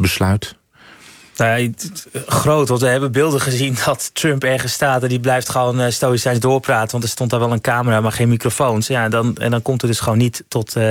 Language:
Dutch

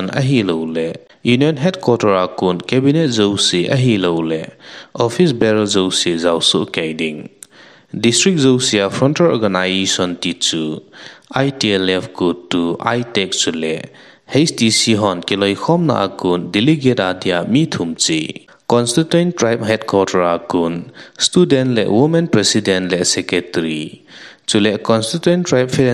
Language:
Thado Chin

